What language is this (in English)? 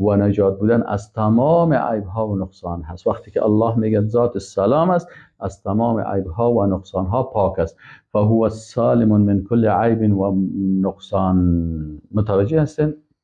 Persian